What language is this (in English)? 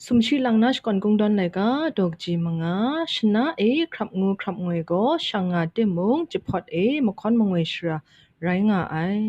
Kachin